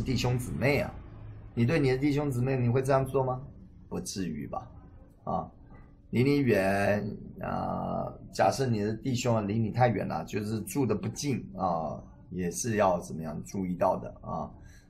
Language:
Chinese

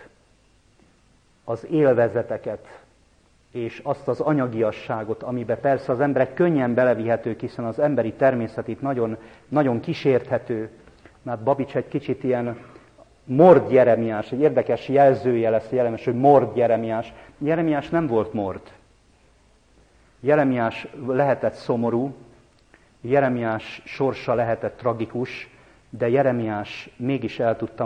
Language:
Hungarian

